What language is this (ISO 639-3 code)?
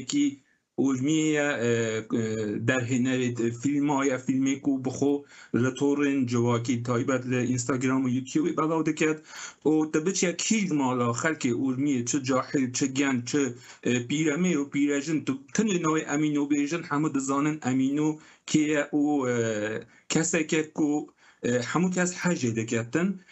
kur